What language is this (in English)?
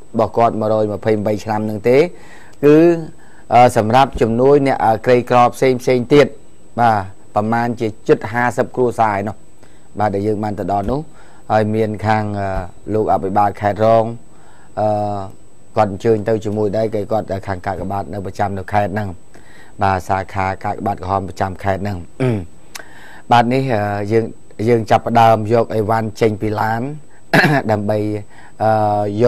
Khmer